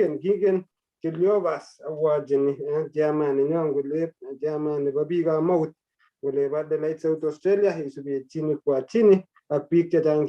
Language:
Kalenjin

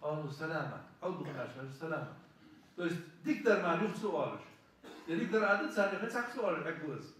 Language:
Ingush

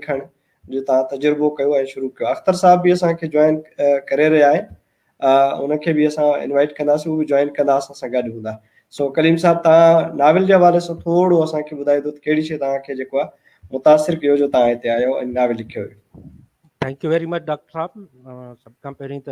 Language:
Sindhi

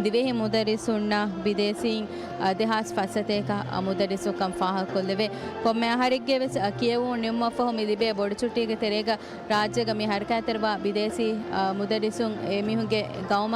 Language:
Divehi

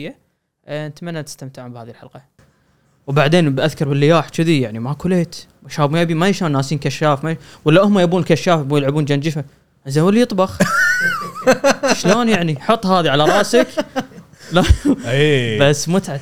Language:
Gulf Arabic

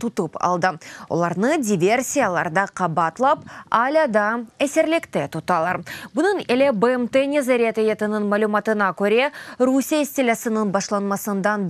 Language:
Crimean Tatar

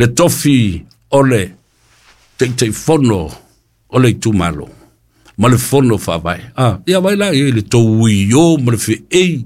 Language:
Samoan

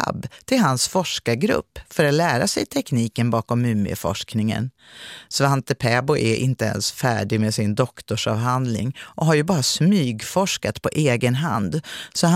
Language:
Swedish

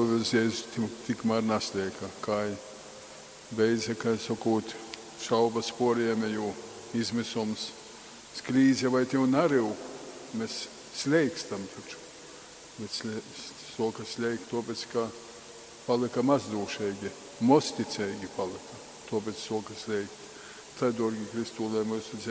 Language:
Latgalian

